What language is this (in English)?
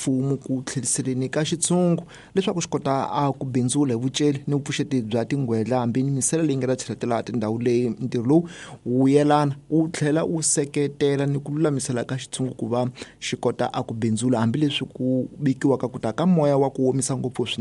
Tsonga